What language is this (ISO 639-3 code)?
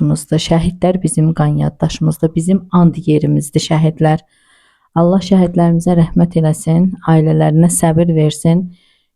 aze